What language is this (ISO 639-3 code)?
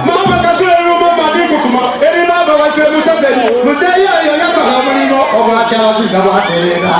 xog